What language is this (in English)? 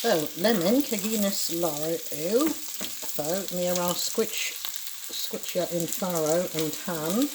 Cornish